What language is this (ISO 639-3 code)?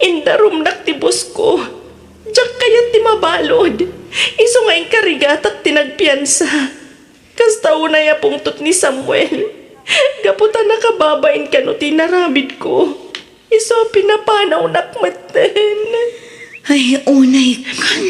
ilo